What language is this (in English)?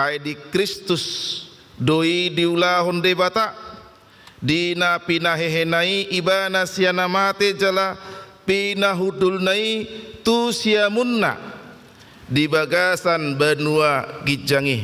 Batak Toba